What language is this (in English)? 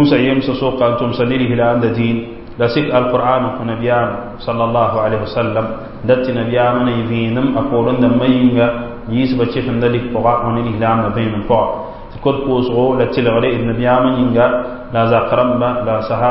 Mossi